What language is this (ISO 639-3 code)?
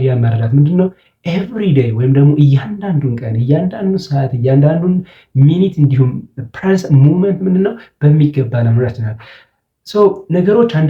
amh